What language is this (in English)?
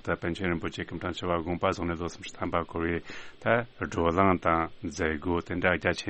Tibetan